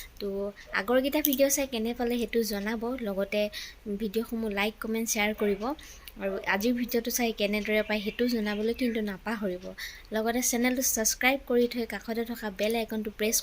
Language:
Assamese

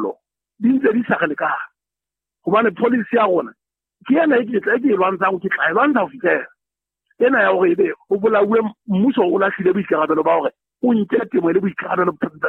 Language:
Southern Sotho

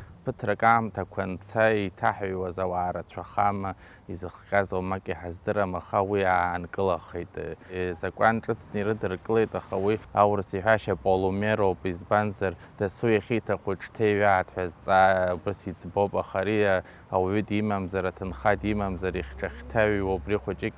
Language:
Abkhazian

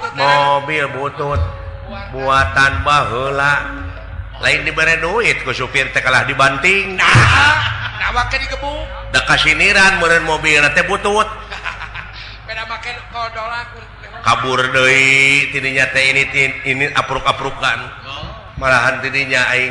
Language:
Sundanese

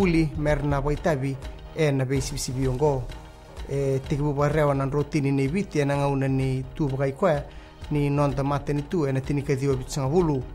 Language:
Fijian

